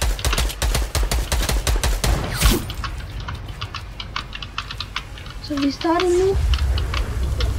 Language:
Danish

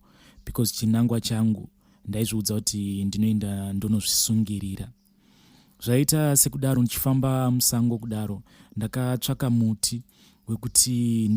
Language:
Shona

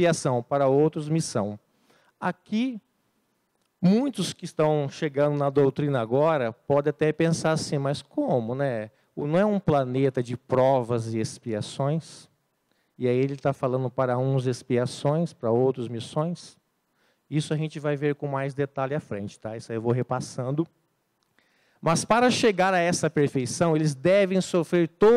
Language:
Portuguese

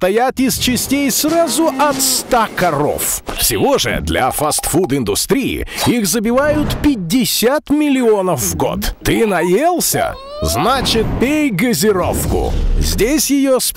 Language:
Russian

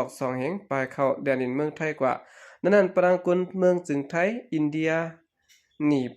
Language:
Shan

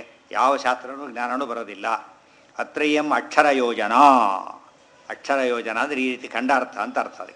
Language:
Kannada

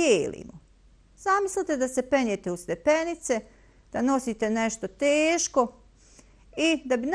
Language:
Bosnian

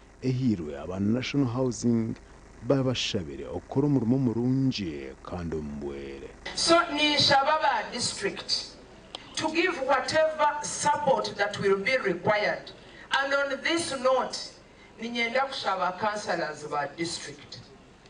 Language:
Nyankole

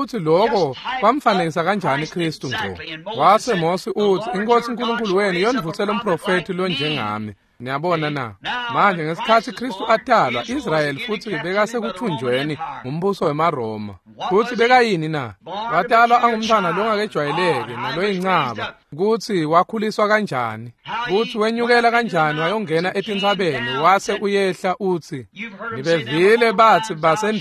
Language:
Swati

